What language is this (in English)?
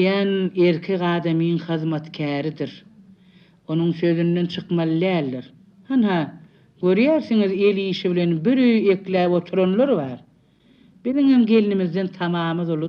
Turkmen